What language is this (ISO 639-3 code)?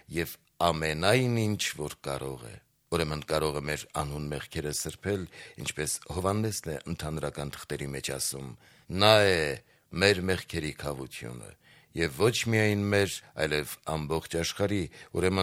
hye